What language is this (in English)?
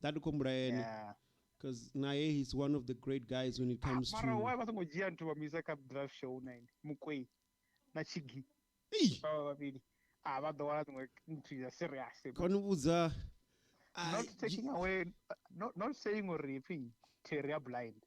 Venda